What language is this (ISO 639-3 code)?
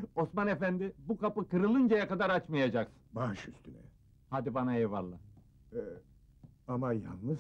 tur